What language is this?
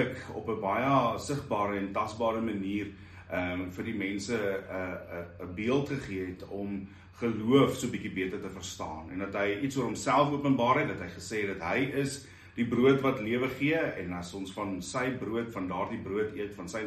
Afrikaans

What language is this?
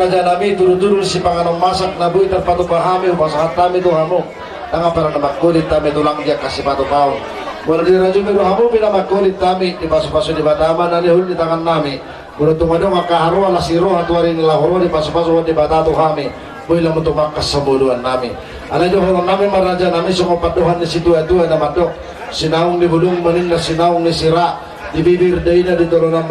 Batak Toba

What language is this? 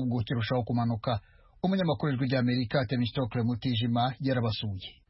Kinyarwanda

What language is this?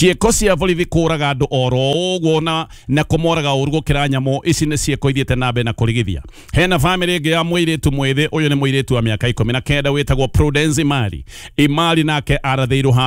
Kikuyu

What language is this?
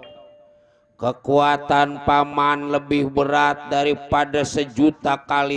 Betawi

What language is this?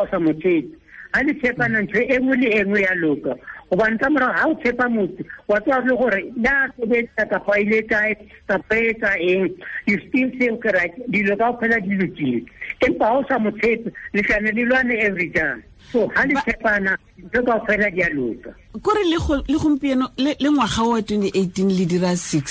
Tswana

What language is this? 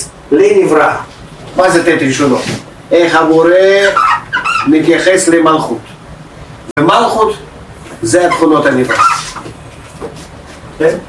Hebrew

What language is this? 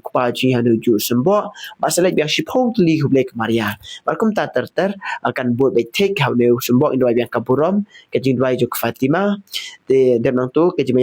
Khasi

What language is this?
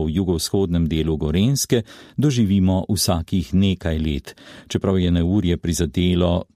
Slovenian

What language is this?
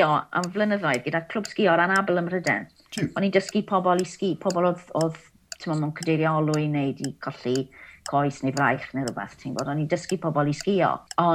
Welsh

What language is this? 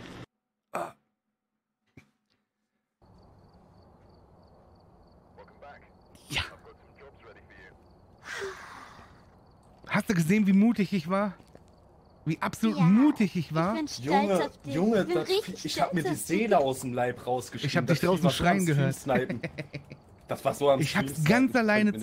German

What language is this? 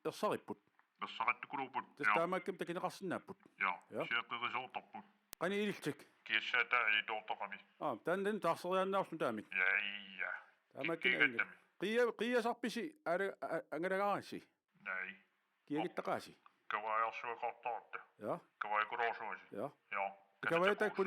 Kalaallisut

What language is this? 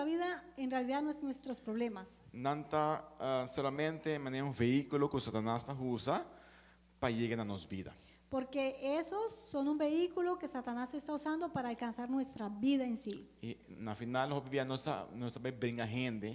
Papiamento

